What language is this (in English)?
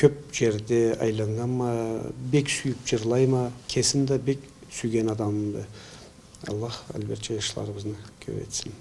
Karachay-Balkar